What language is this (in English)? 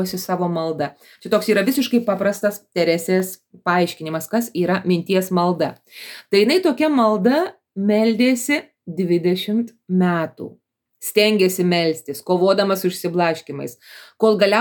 Lithuanian